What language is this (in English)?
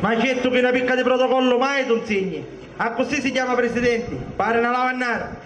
Sicilian